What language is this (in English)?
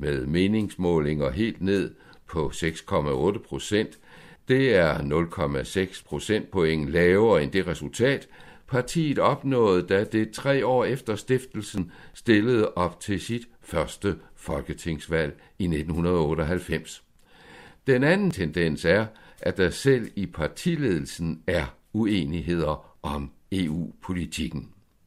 Danish